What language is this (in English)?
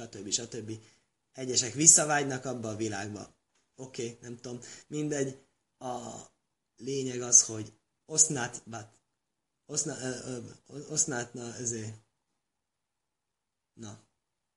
Hungarian